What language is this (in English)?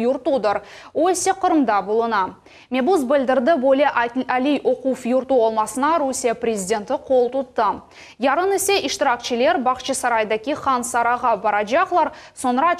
Crimean Tatar